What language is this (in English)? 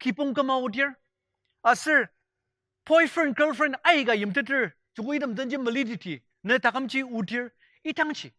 Ao Naga